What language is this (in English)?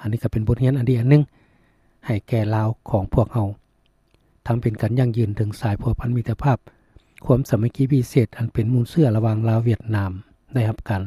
Lao